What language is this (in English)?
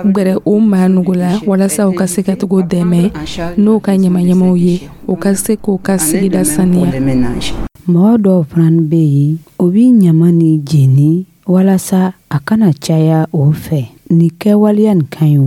Dyula